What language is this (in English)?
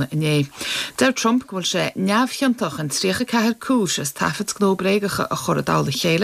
Irish